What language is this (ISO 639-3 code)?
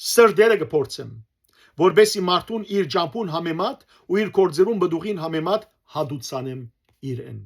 hyw